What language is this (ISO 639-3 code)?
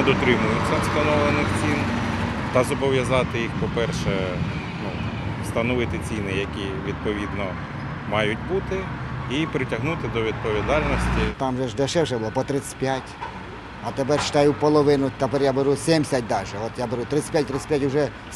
ukr